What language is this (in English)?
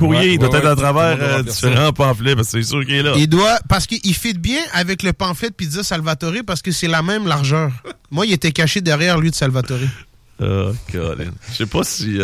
French